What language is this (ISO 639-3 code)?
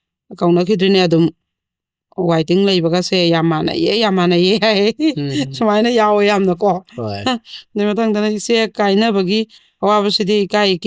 mni